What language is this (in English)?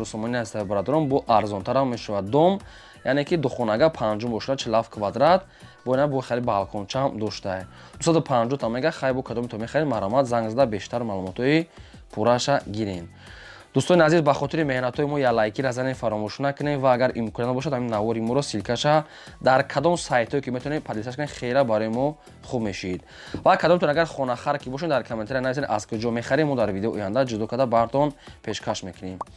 Tajik